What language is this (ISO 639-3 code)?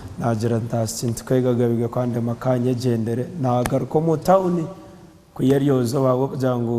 nyn